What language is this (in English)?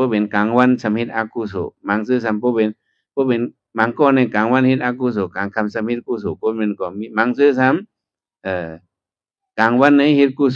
Shan